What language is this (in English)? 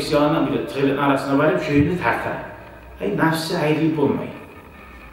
Kumyk